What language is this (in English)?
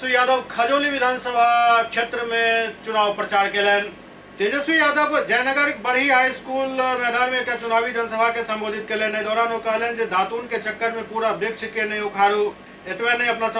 Maithili